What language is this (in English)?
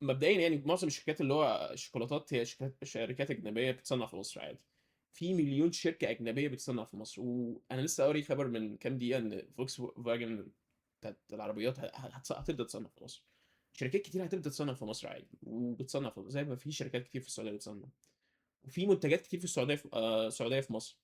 Egyptian Arabic